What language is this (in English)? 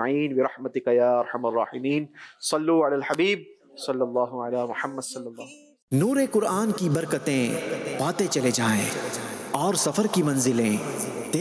Urdu